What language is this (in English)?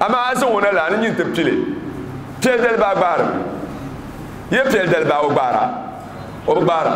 Dagbani